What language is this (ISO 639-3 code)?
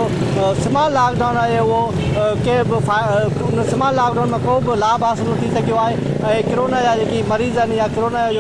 snd